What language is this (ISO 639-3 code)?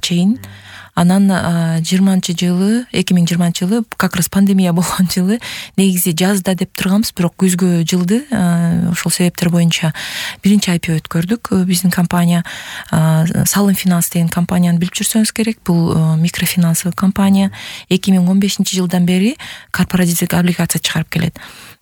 kir